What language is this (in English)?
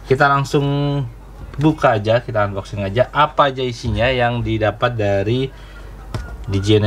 Indonesian